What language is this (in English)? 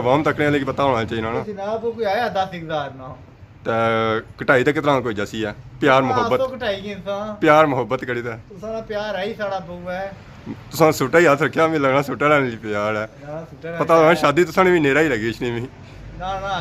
Pahari-Potwari